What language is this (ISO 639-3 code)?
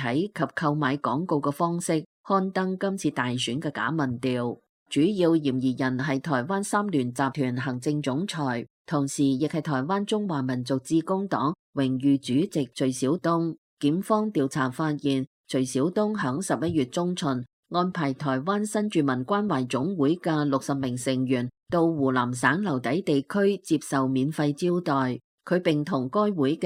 yue